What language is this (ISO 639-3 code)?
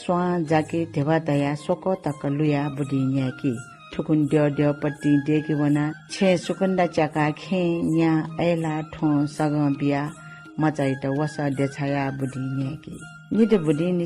new